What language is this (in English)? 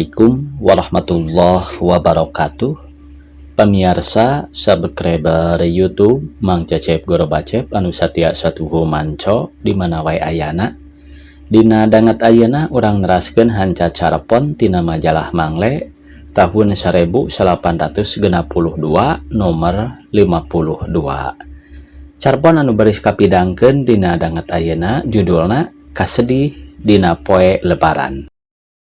Sundanese